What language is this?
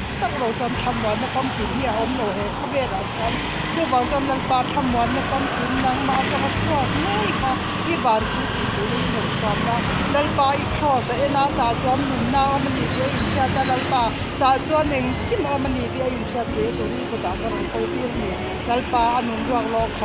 Mizo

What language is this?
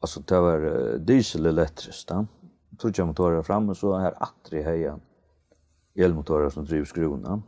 Faroese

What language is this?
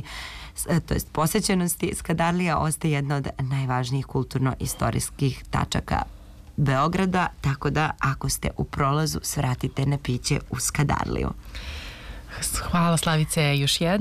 Serbian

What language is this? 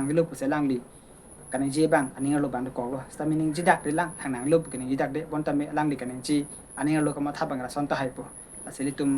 Karbi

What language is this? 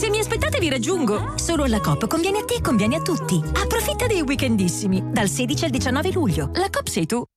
Italian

